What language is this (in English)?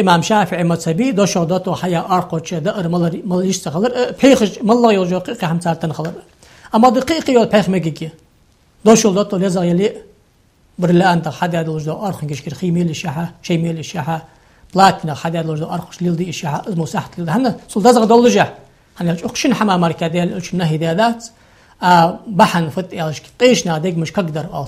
Ingush